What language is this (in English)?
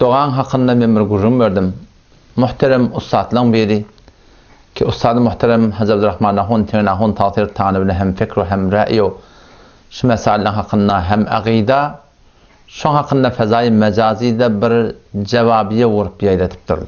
Turkmen